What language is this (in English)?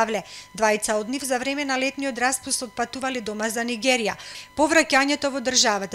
Macedonian